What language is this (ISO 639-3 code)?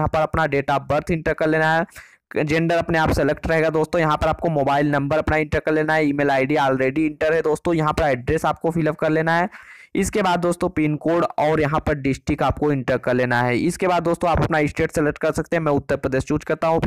hin